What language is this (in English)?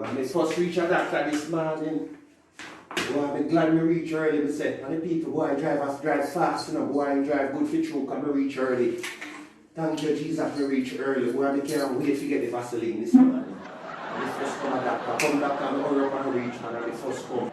Jamaican Creole English